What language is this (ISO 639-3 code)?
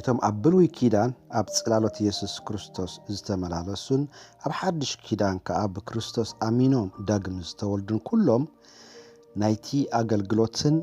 tir